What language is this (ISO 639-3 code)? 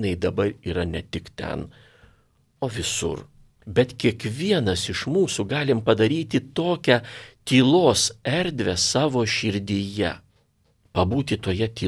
lit